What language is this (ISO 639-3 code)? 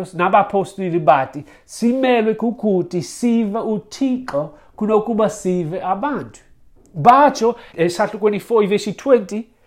xho